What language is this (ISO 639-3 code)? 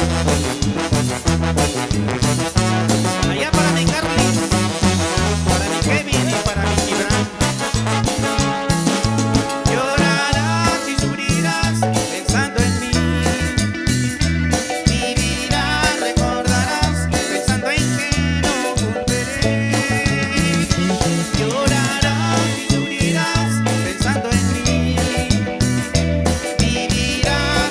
spa